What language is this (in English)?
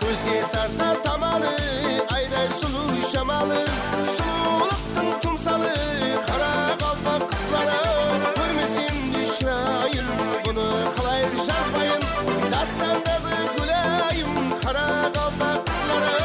Kara-Kalpak